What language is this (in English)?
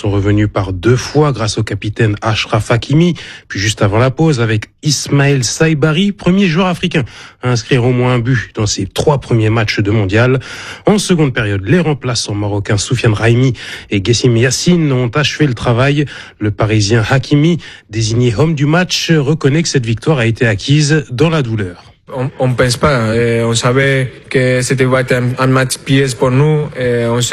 French